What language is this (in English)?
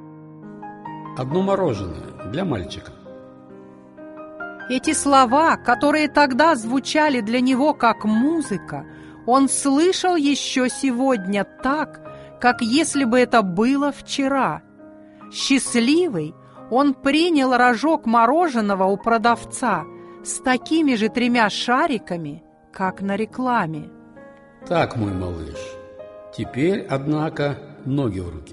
Russian